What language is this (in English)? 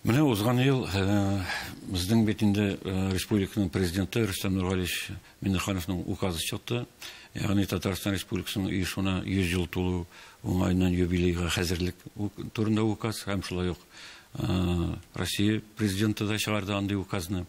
Tatar